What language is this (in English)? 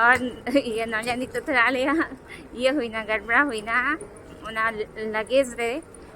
Santali